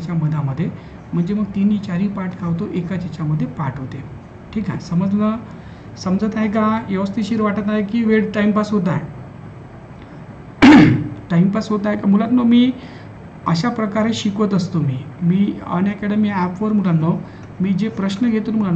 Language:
Marathi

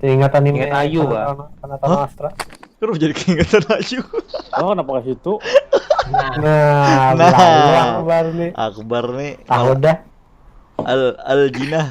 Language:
Banjar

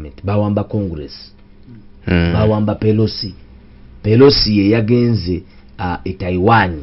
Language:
Ganda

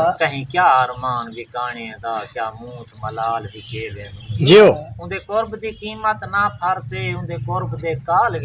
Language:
Saraiki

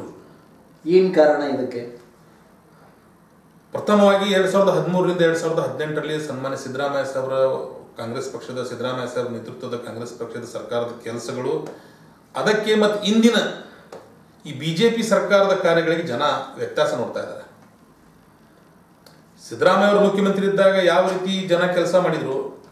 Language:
Kannada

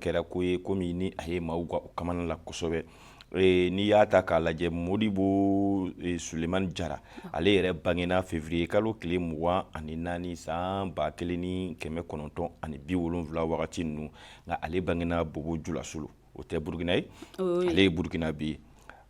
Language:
Bambara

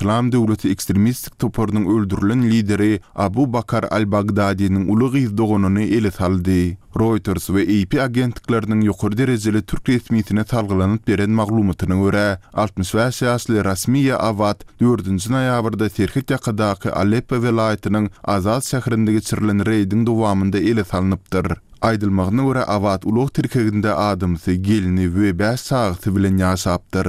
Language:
Turkmen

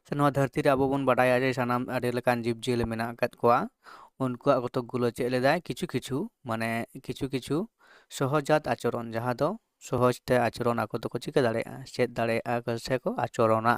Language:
Santali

